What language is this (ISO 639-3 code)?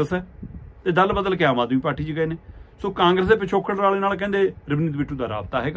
pan